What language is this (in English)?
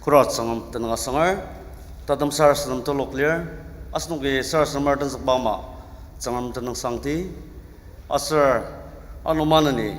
Ao Naga